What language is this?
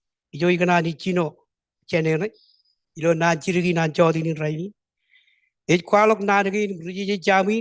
Marshallese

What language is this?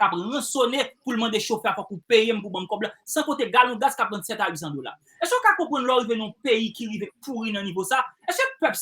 Haitian Creole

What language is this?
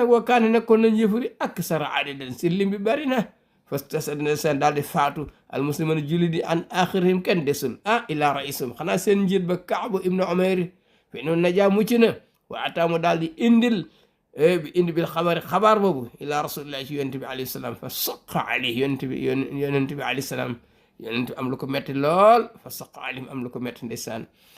Wolof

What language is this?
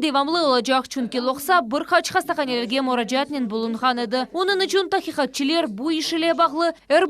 Crimean Tatar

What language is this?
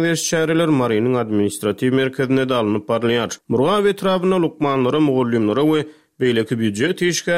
Turkmen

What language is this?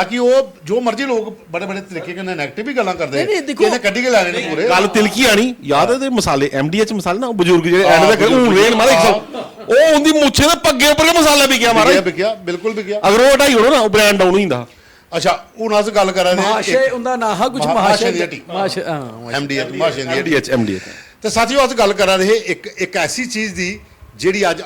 Dogri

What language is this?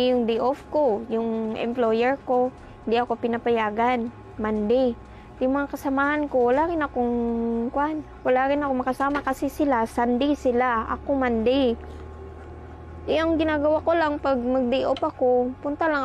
Filipino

